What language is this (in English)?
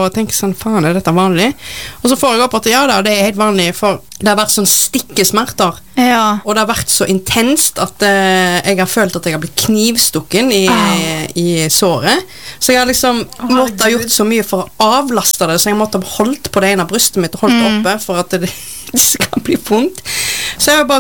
Norwegian